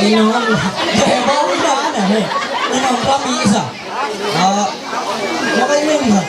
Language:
Ma'anyan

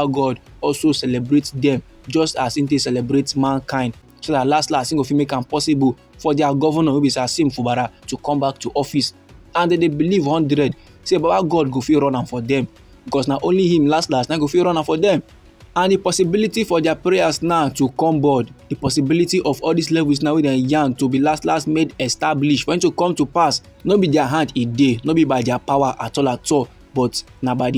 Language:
Nigerian Pidgin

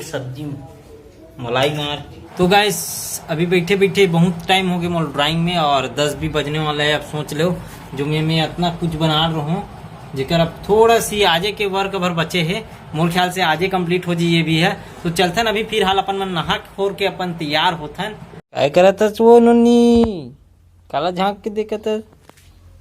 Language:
Chhattisgarhi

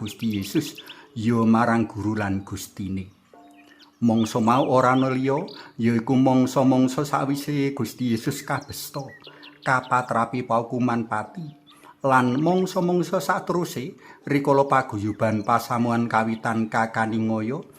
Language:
Javanese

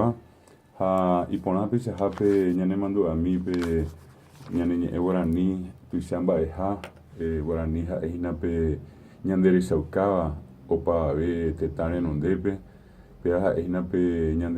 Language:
Guarani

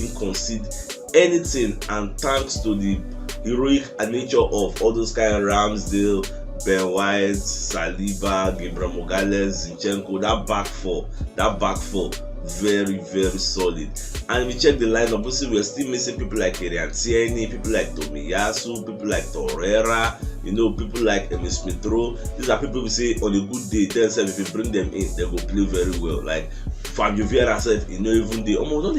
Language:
Nigerian Pidgin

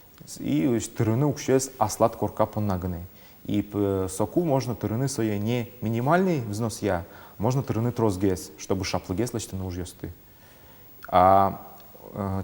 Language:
Udmurt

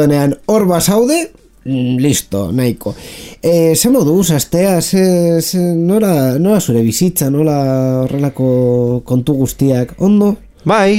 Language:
Basque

